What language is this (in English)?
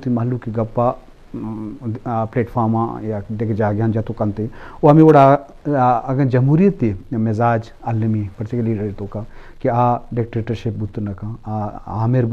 Baluchi